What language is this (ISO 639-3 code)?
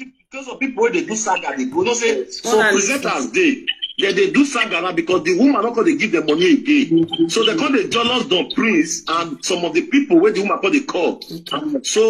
pcm